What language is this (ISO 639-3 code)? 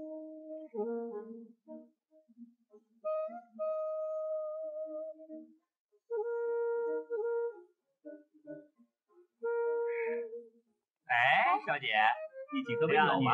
zho